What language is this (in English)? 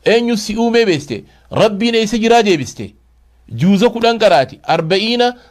Oromo